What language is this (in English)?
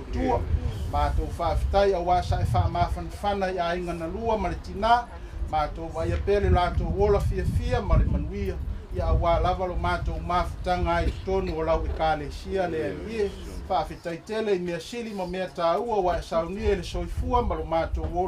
Samoan